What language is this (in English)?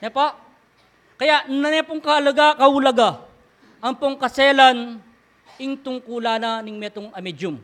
Pampanga